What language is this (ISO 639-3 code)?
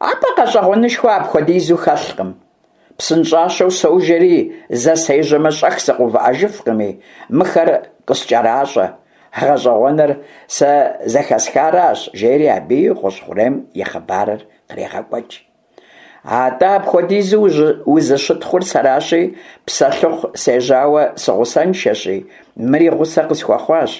kbd